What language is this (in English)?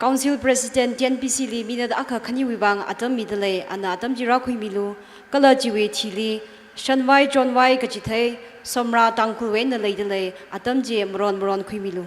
Tangkhul Naga (India)